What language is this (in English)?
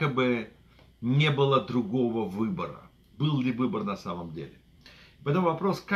Russian